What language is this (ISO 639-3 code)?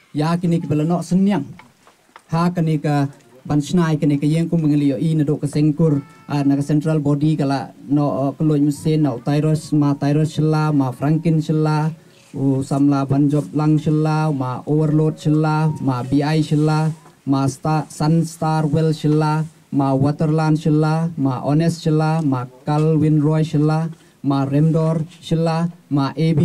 kha